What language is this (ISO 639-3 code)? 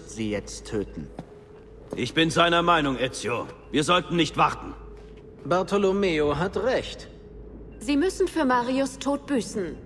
bar